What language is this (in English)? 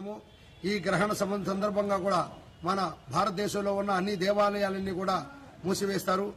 Telugu